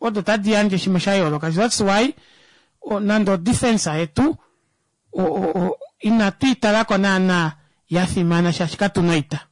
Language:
Kuanyama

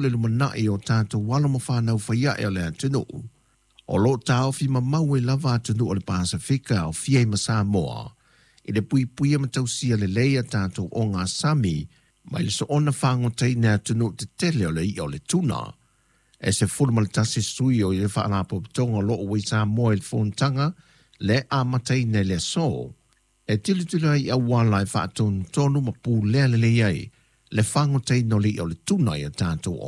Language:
Samoan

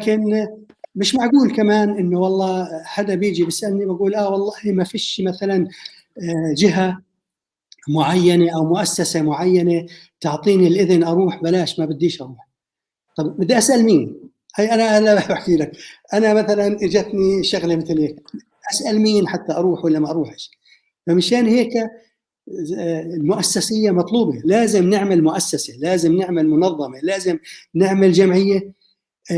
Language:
North Levantine Arabic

